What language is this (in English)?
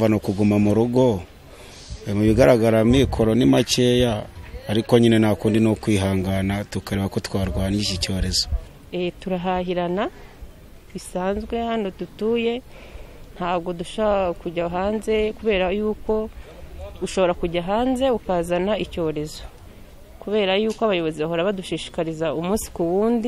Kinyarwanda